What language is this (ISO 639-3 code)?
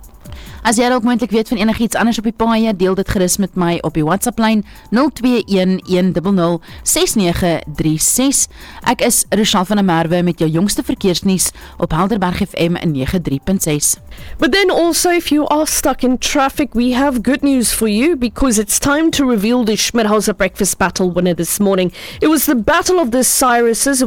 afr